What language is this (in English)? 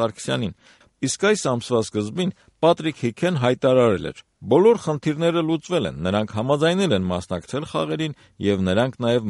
Armenian